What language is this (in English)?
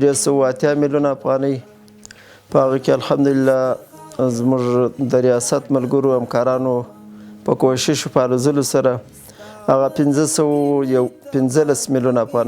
Pashto